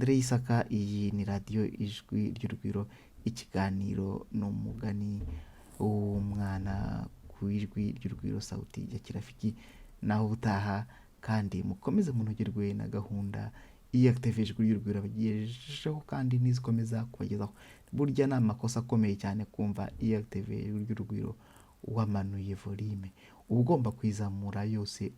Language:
Kinyarwanda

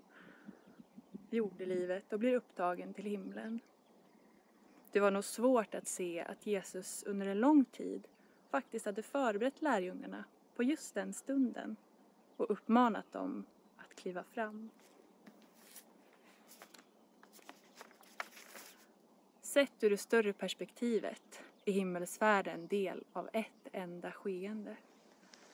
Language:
Swedish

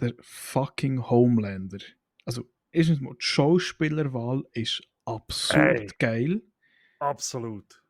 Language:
Swiss German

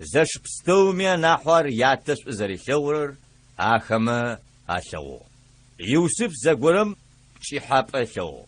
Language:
Adyghe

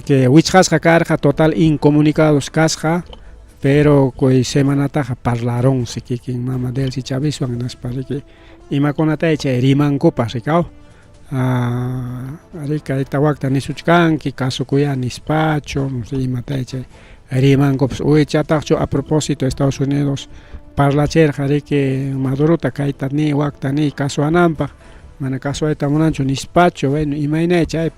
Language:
Ayacucho Quechua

